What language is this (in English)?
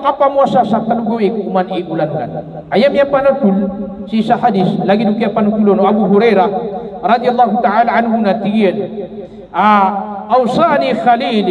Maranao